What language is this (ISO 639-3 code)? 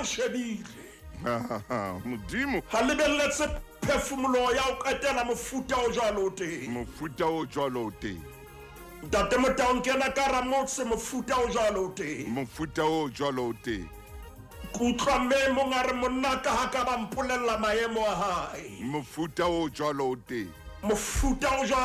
sot